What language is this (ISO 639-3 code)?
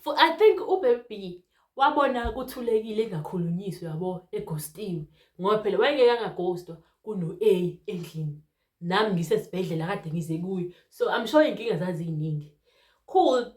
zul